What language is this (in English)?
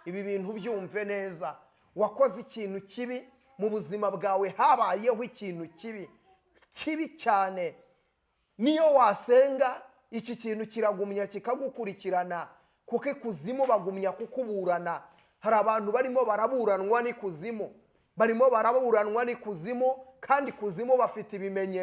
Kinyarwanda